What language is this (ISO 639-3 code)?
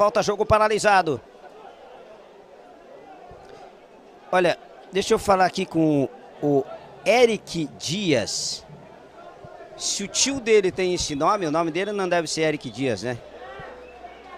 por